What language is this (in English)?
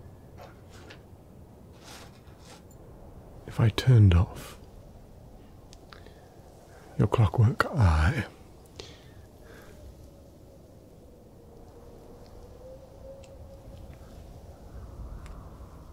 English